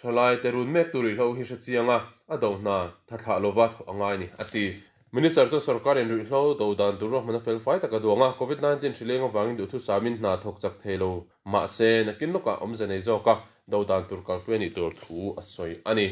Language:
Mizo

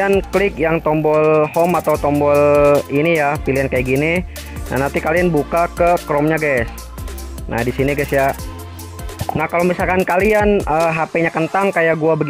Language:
Indonesian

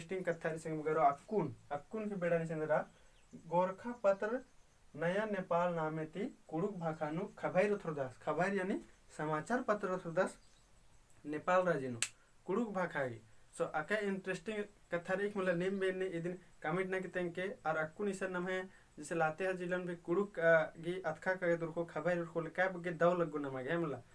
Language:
Kurukh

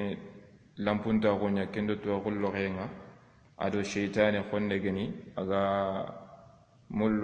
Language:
Soninke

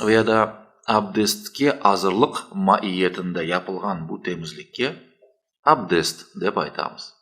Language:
Crimean Tatar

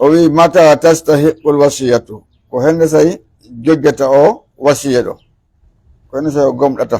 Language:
Pular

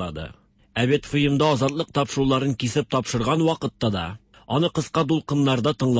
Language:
Tatar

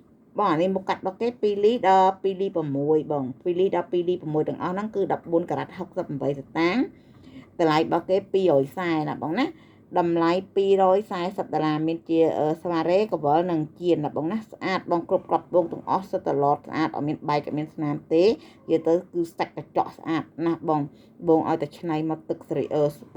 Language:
Khmer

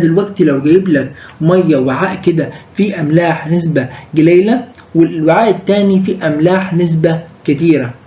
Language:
Egyptian Arabic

